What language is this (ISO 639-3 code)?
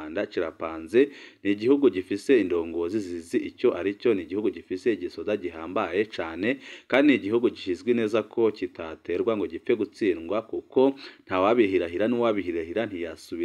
run